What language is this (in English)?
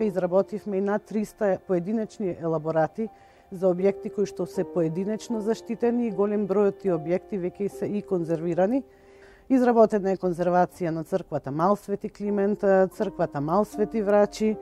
Macedonian